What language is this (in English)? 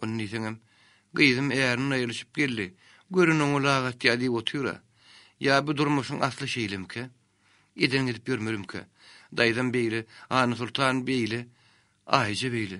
Turkmen